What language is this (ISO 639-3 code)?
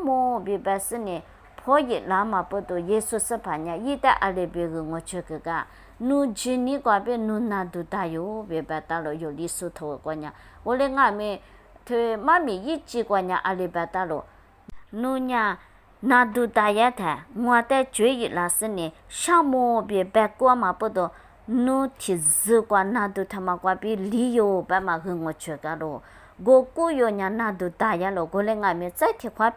lis